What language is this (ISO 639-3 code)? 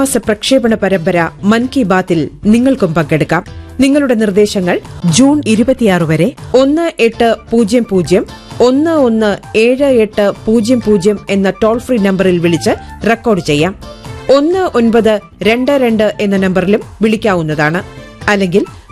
mal